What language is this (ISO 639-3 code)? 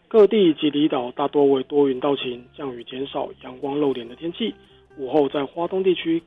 zho